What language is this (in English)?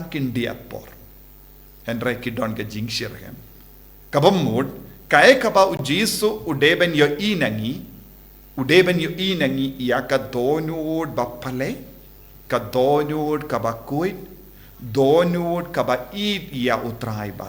Khasi